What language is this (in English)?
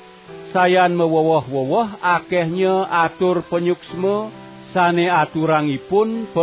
Balinese